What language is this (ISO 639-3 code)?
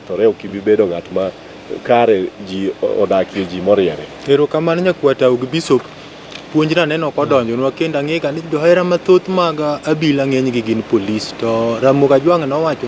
luo